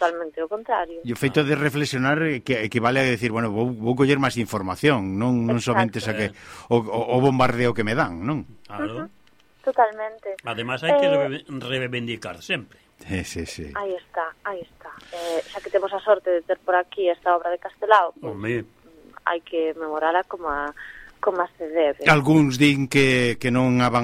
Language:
Galician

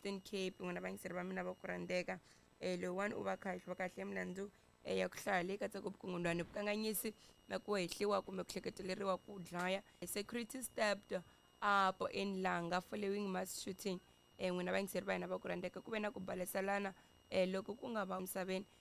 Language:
Tsonga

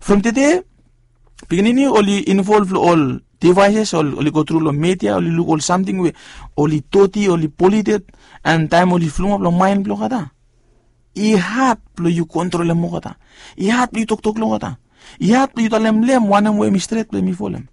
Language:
Bislama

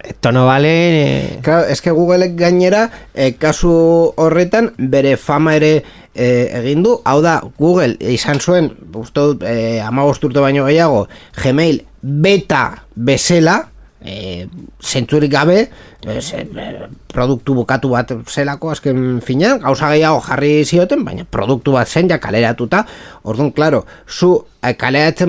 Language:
Basque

